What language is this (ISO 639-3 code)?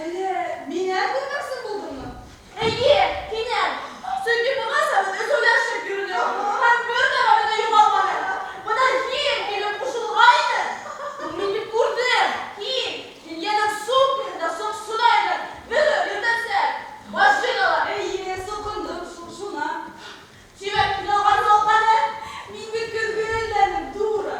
bak